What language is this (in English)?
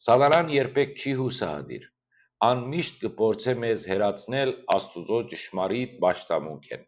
Western Armenian